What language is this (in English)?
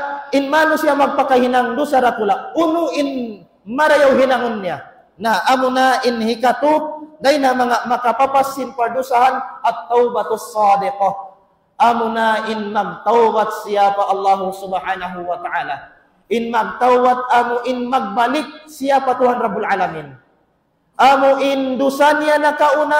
Tausug